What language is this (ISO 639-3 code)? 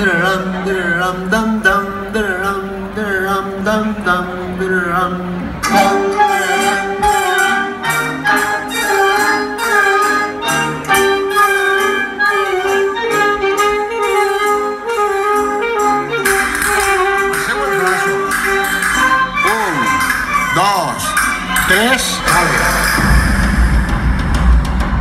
cat